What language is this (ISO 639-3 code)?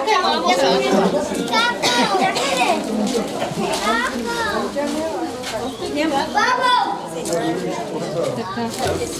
bul